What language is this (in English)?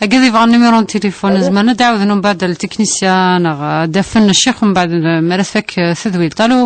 Kabyle